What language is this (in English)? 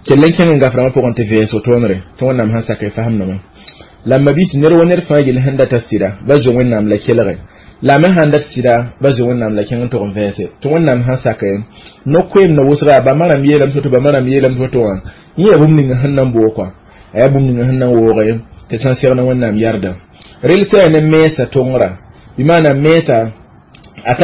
Mossi